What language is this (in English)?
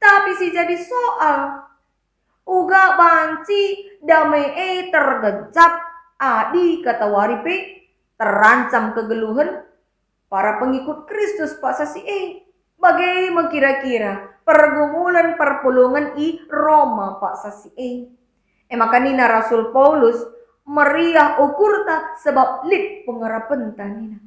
Batak Karo